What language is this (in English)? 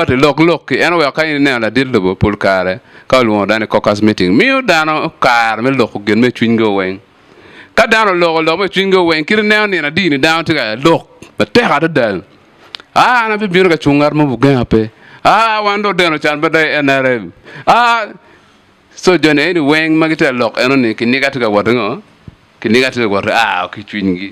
Acoli